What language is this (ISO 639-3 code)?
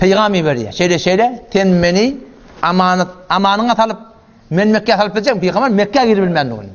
tuk